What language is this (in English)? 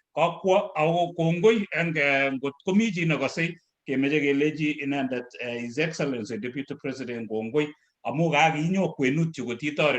Kalenjin